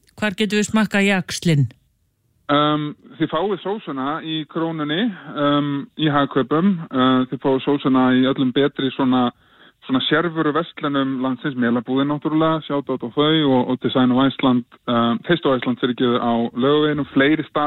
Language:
Icelandic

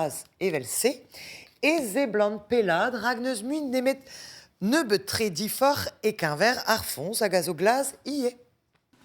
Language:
Breton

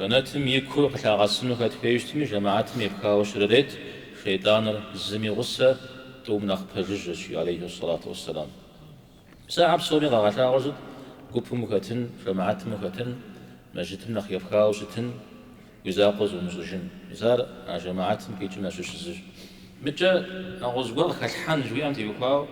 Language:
Kabardian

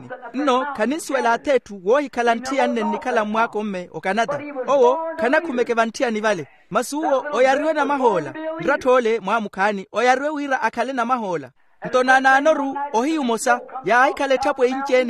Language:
Makhuwa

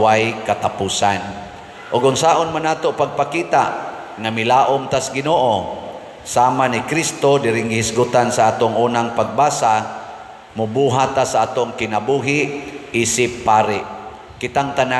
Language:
Cebuano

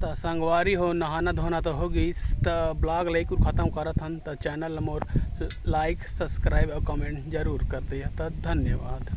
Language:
Chhattisgarhi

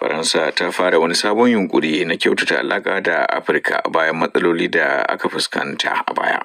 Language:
Hausa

